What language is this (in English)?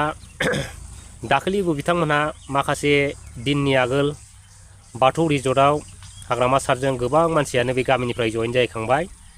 Bodo